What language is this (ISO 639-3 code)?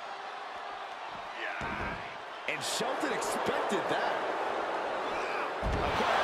eng